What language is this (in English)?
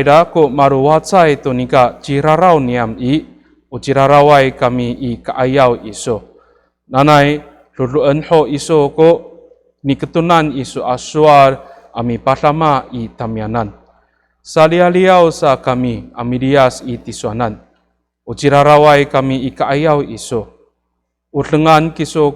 Amis